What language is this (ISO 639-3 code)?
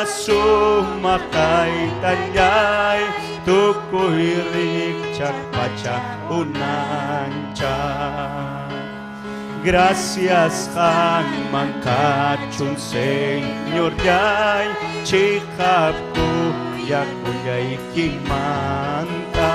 quy